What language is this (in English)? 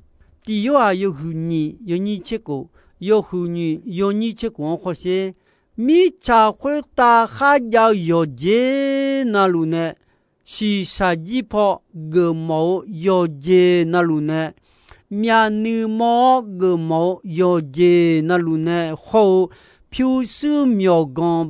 Akha